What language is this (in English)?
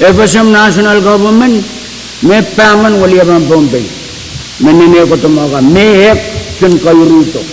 Pohnpeian